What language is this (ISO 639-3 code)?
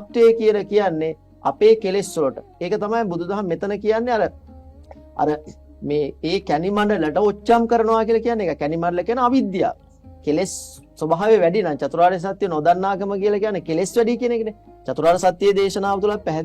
sin